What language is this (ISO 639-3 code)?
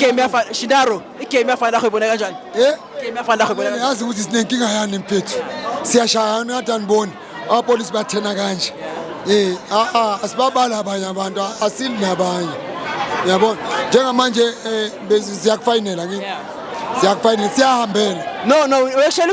zul